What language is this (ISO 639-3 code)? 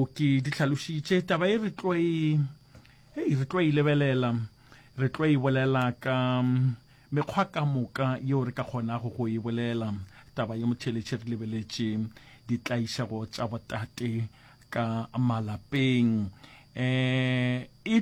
nso